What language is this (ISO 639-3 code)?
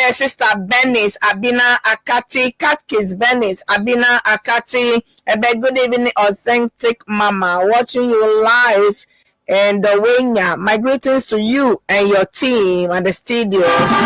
ewe